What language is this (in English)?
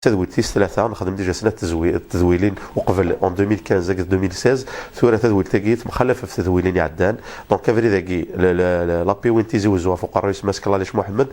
Kabyle